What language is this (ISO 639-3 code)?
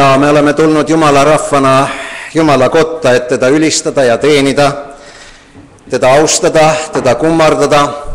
est